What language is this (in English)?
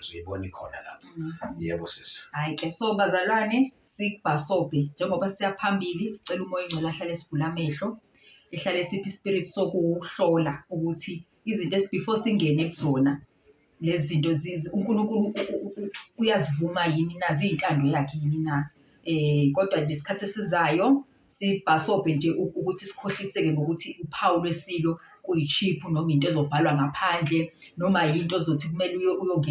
Zulu